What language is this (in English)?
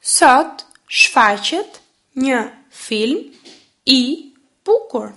Albanian